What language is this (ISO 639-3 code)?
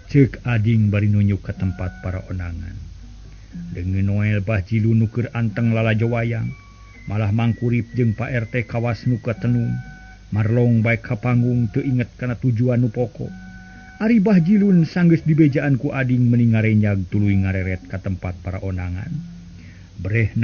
sun